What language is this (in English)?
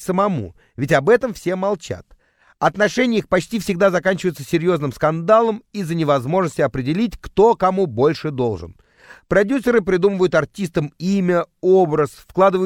Russian